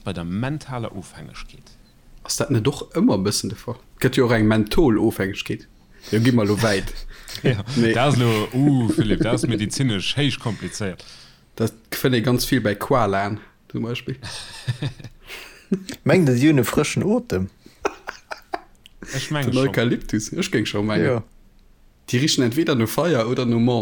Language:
Luxembourgish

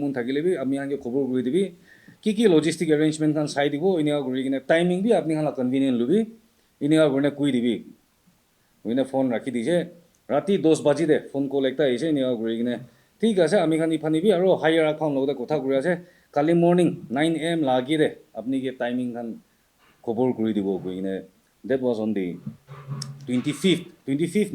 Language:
Naga Pidgin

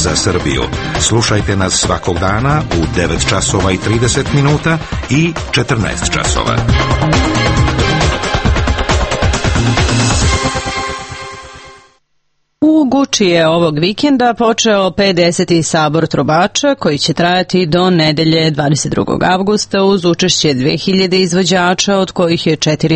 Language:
Serbian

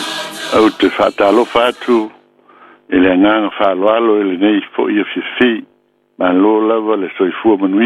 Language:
Samoan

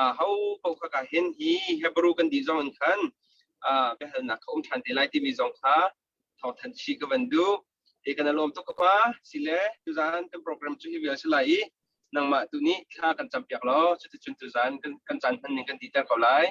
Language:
Hakha Chin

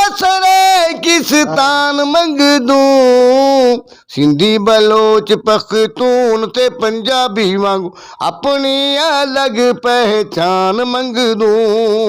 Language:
Saraiki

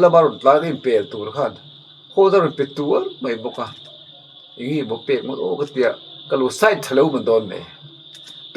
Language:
Mizo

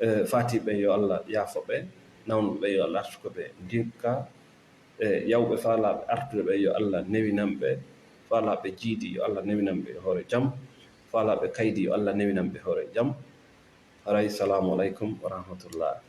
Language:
Fula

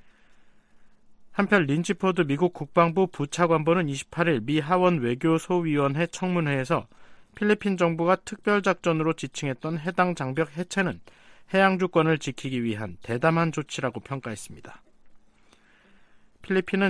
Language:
Korean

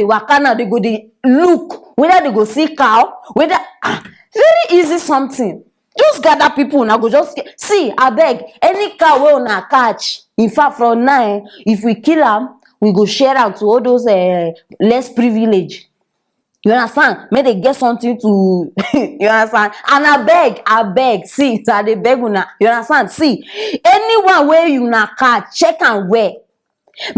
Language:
Nigerian Pidgin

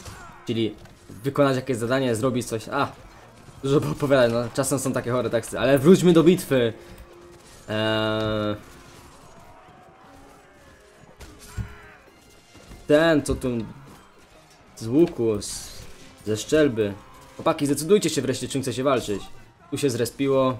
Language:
Polish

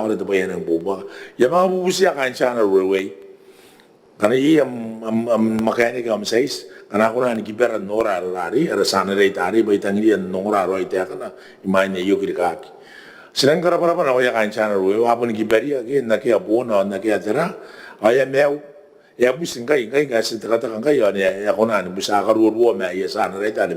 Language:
Gilbertese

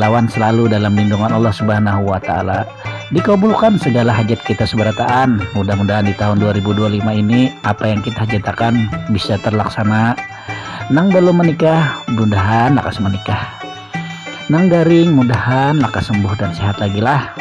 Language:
Banjar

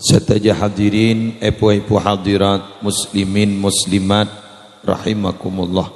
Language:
Madurese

